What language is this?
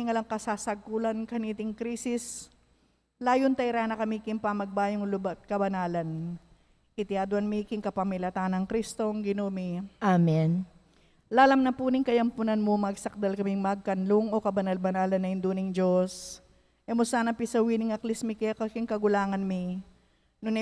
Pampanga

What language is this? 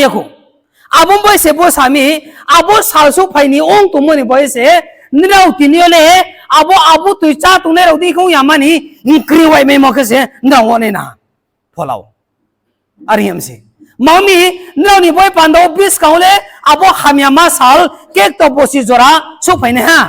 Riang (India)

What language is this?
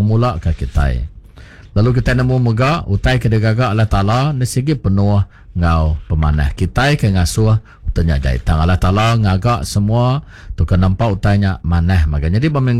Iban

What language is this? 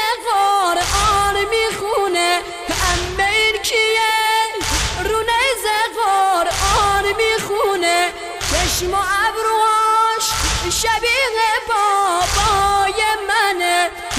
Persian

